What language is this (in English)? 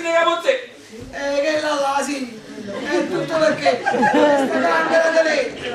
Neapolitan